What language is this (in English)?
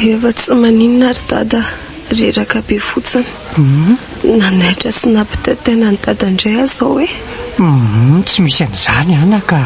Malagasy